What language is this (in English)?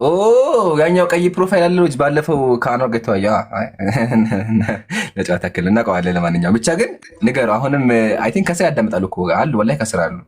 Amharic